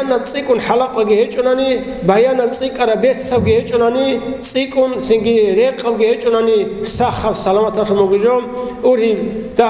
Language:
Avaric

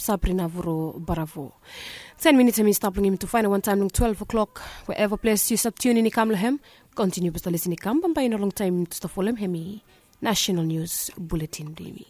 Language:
Bislama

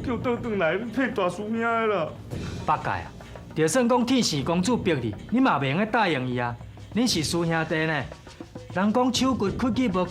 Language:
Min Nan Chinese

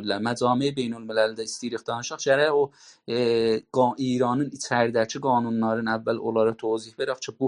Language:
South Azerbaijani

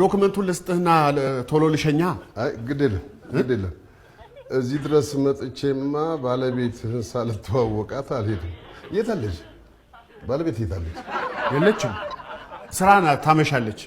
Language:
Amharic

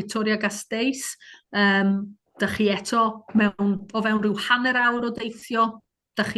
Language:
Welsh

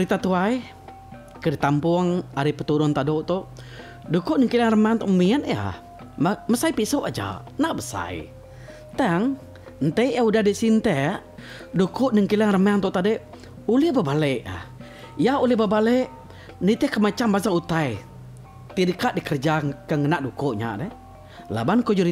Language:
Iban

